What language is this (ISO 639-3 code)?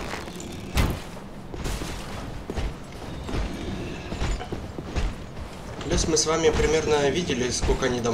rus